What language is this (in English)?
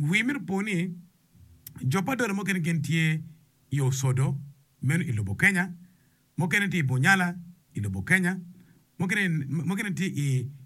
Acoli